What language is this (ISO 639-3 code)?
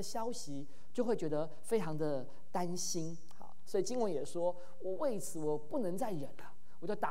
zho